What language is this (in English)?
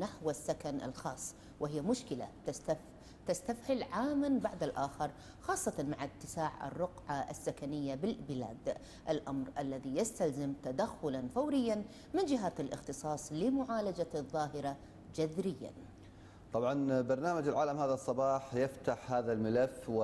Arabic